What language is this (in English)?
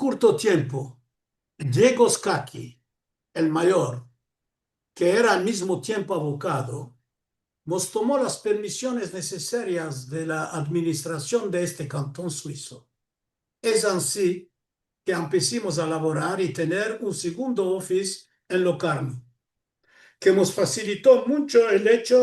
Ladino